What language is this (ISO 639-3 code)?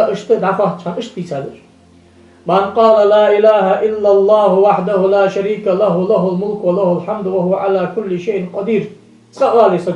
inh